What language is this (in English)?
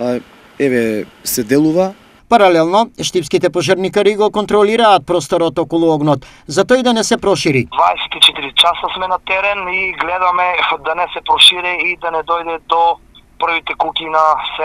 Macedonian